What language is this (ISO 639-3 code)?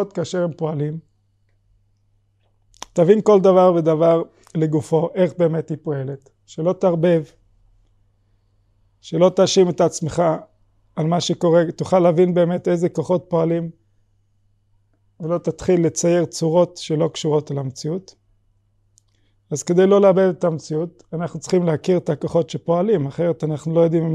heb